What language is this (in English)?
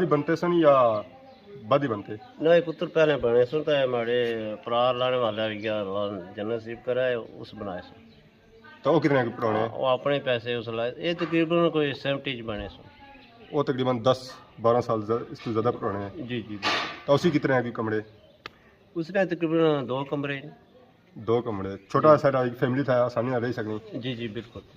Pahari-Potwari